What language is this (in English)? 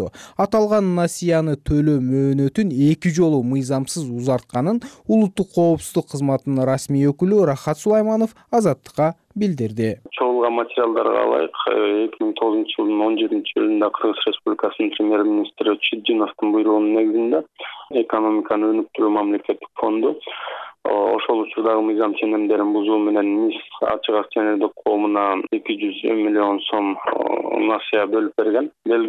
Kyrgyz